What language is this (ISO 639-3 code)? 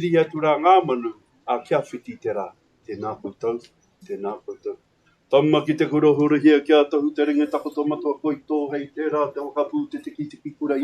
mri